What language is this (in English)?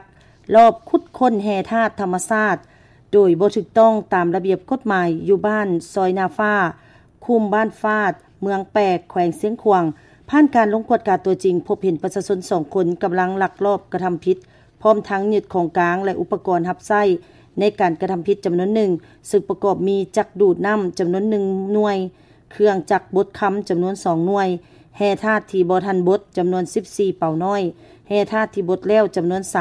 Lao